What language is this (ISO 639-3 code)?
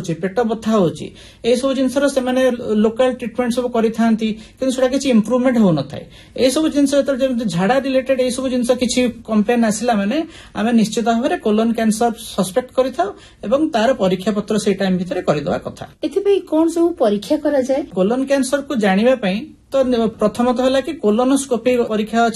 ori